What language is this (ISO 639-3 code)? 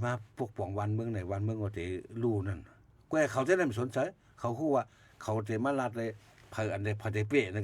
shn